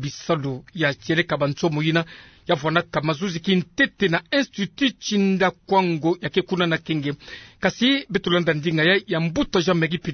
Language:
Kituba (Democratic Republic of Congo)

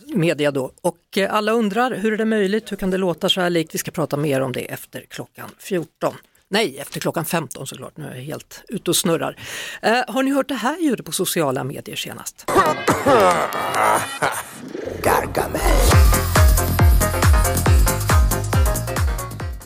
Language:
Swedish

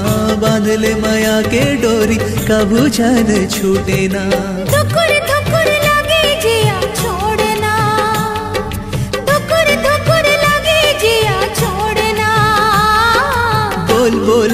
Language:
Chhattisgarhi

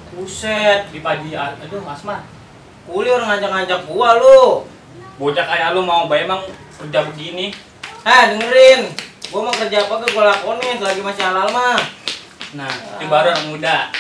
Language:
Betawi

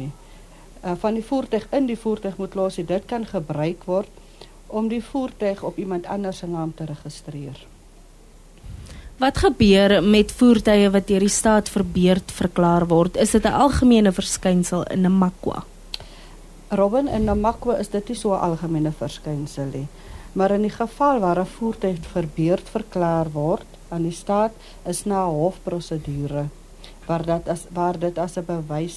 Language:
Afrikaans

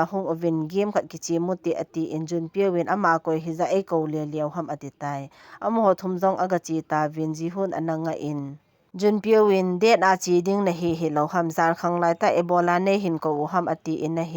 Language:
Thado Chin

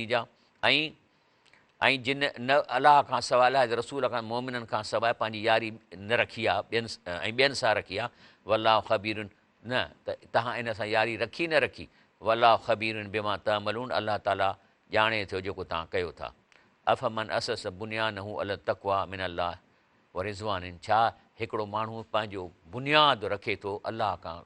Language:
Sindhi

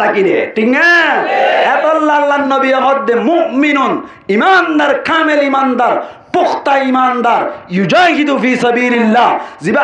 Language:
Rohingya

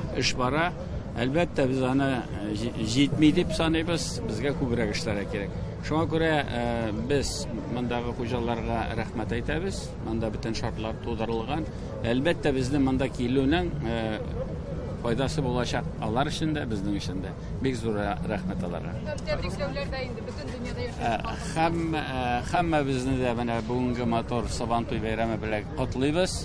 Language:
Tatar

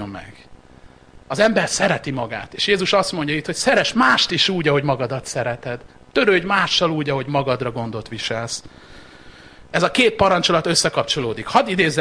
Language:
Hungarian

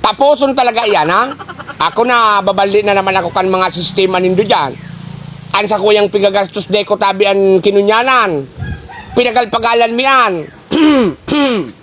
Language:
Bikol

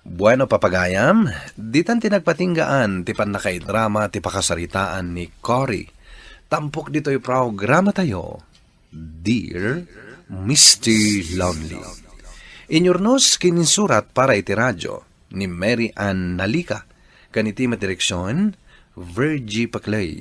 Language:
Iloko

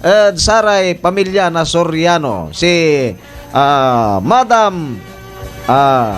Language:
Pangasinan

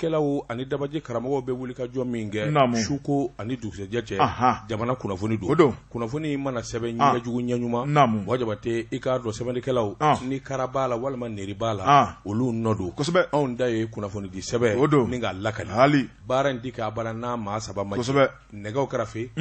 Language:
Bambara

